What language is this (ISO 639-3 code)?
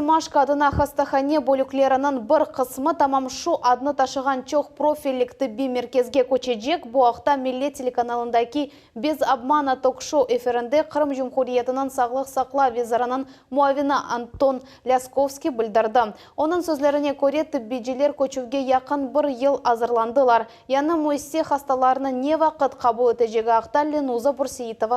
crh